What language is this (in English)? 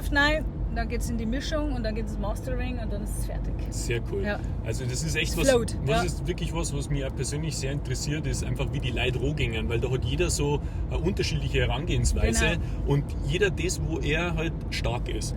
Bavarian